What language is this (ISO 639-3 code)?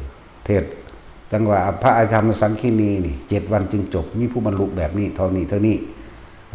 tts